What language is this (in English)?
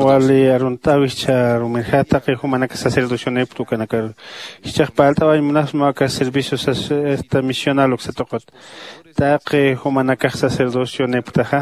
Aymara